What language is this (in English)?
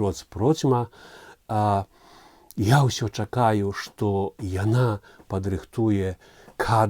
Belarusian